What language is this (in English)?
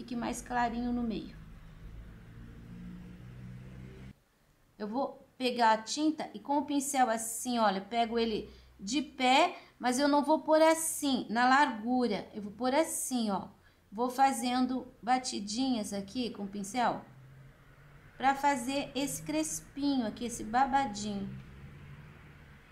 Portuguese